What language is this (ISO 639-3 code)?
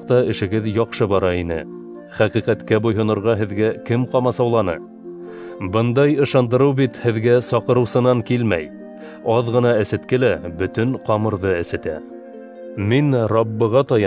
bak